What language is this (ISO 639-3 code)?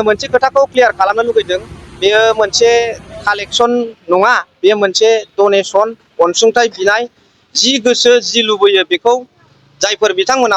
brx